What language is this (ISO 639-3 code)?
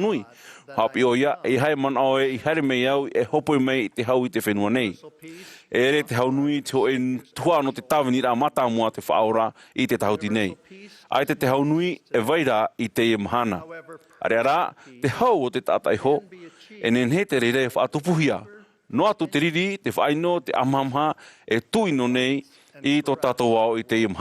tah